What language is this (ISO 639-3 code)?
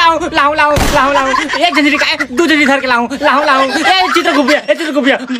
hne